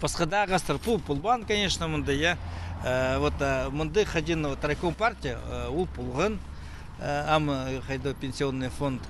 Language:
Khakas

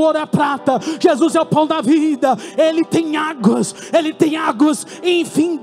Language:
Portuguese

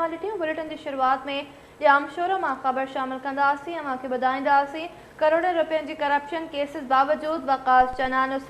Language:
Sindhi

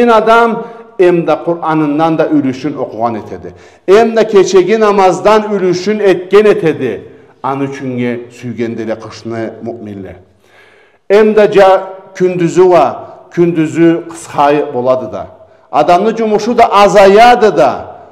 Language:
Karachay-Balkar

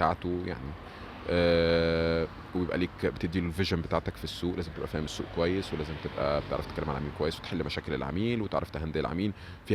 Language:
Egyptian Arabic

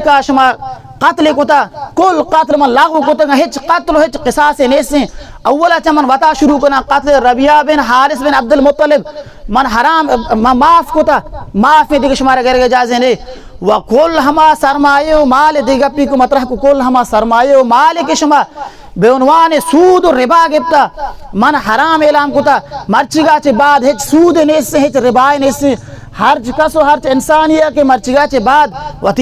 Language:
Baluchi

